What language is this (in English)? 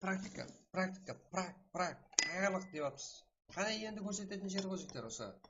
Kara-Kalpak